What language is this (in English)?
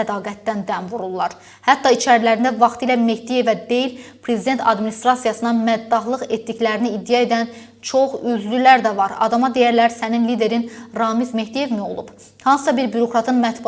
Azerbaijani